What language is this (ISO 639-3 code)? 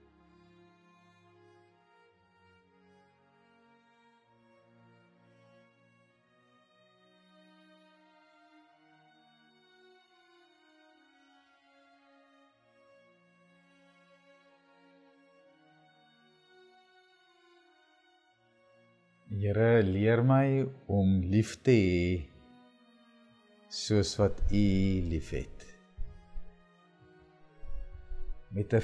afr